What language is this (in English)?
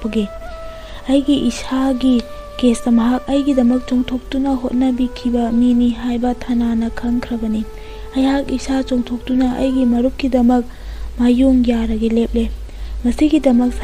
Manipuri